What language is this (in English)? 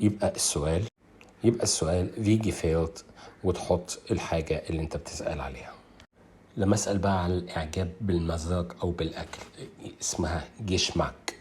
Egyptian Arabic